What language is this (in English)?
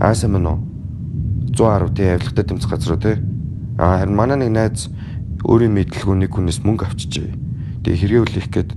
Mongolian